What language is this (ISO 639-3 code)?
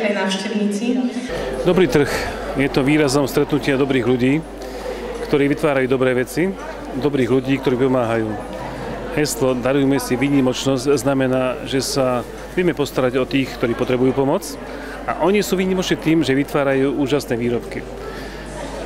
slk